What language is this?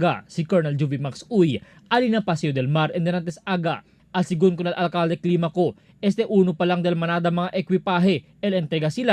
Chavacano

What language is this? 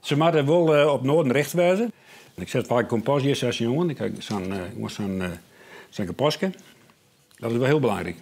Western Frisian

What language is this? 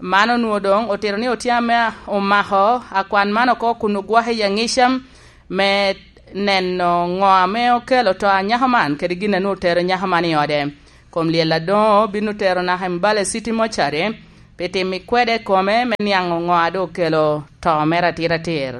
Lango (Uganda)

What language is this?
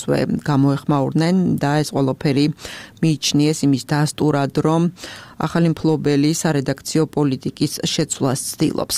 Georgian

